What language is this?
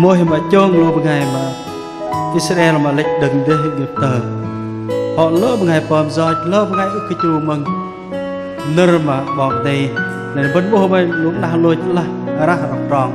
Bahnar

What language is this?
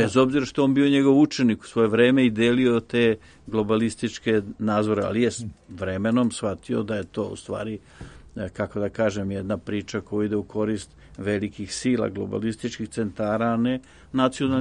Serbian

